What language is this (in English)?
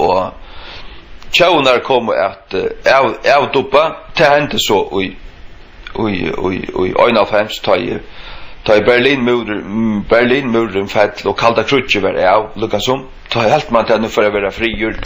Faroese